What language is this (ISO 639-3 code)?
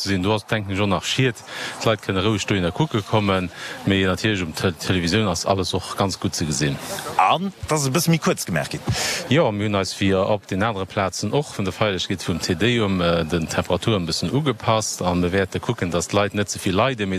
ltz